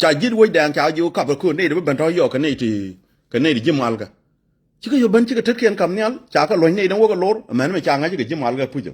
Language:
Nuer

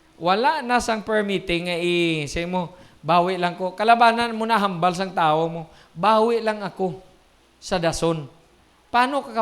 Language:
Hiligaynon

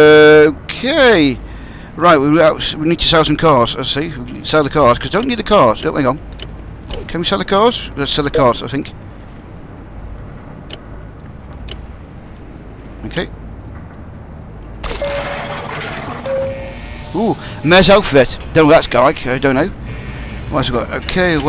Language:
English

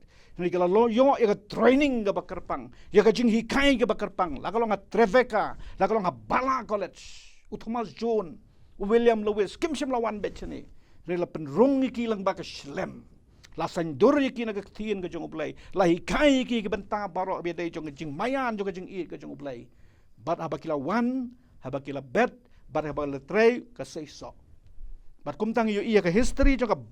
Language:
Khasi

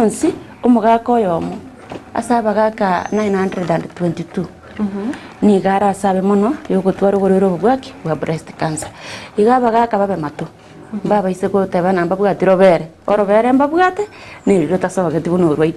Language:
Gusii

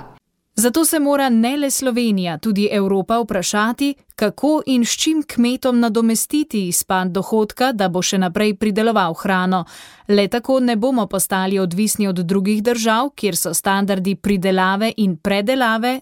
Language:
Slovenian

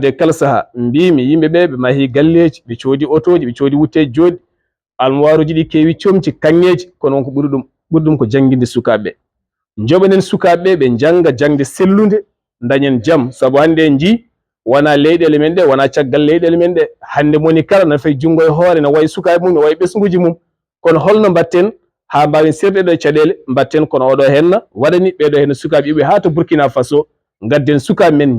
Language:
Fula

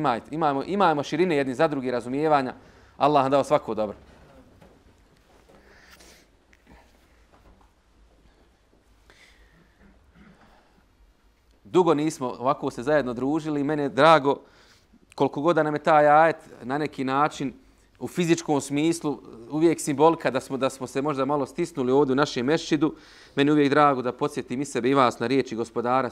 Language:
Bosnian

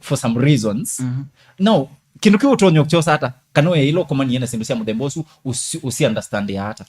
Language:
Kamba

